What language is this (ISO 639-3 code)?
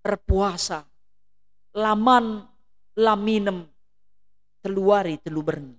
btx